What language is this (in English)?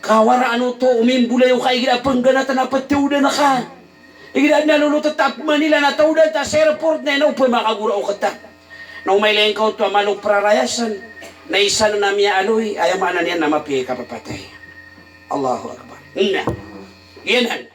Maranao